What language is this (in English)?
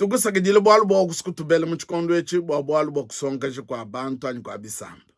Luba-Lulua